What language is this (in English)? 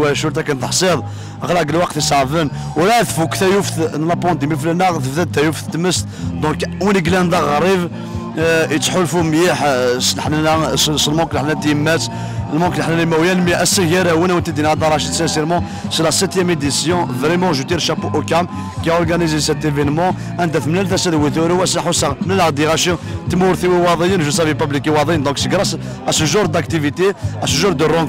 Kabyle